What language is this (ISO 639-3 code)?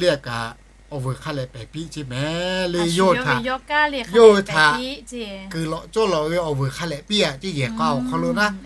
lhu